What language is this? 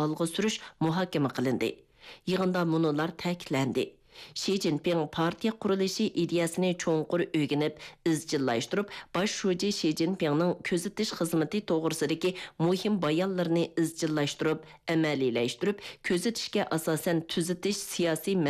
Uyghur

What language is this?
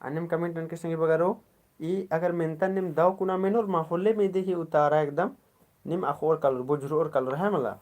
Kurukh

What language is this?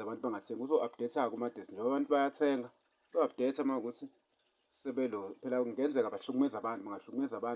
Zulu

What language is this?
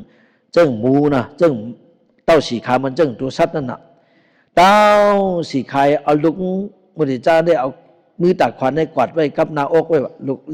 Shan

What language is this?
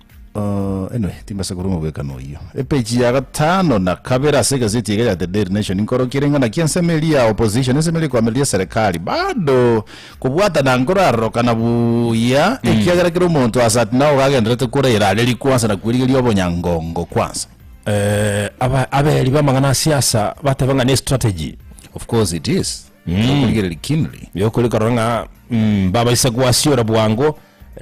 Gusii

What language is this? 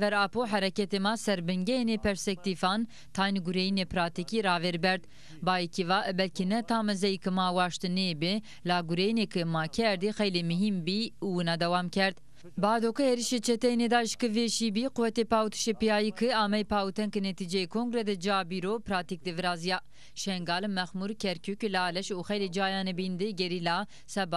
Zaza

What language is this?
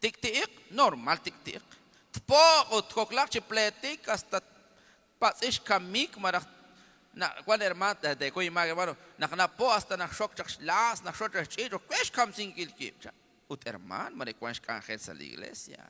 Kekchí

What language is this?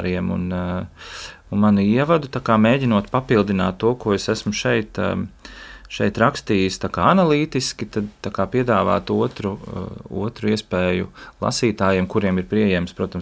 Latvian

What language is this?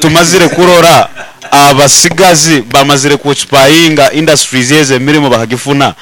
Nyankole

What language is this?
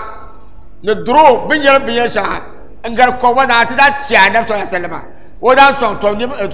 Dagbani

